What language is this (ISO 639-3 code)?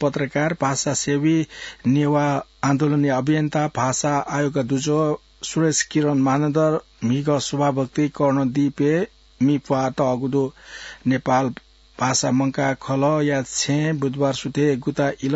new